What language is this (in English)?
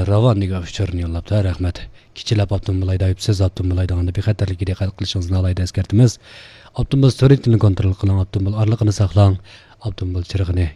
Uyghur